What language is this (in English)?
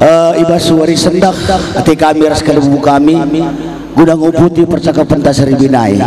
Batak Karo